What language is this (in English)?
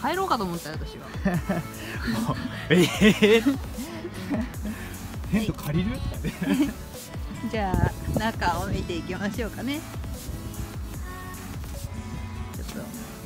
Japanese